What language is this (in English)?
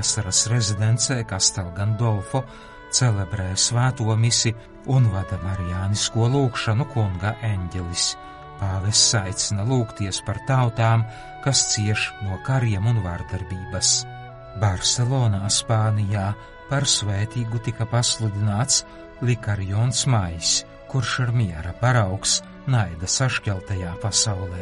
Latvian